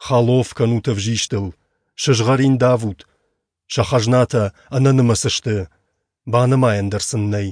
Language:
Ossetic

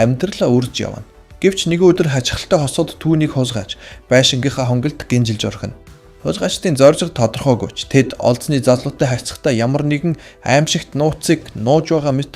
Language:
Mongolian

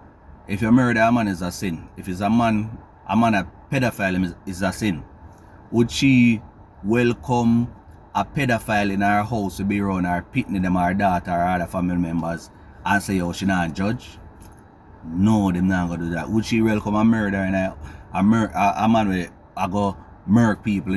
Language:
Jamaican Creole English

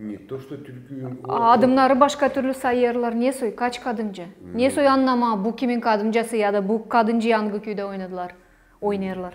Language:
Gagauz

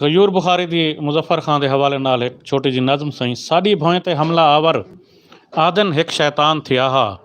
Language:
Saraiki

